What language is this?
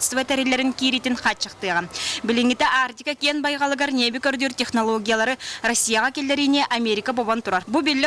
Yakut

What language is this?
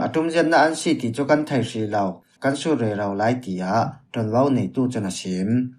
Falam Chin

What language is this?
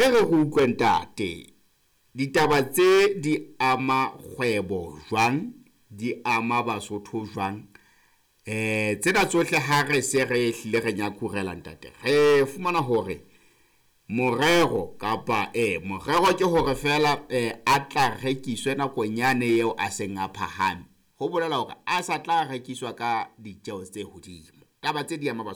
Southern Sotho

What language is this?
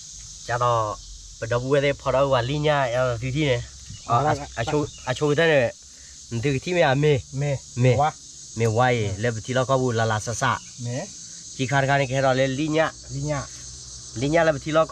S'gaw Karen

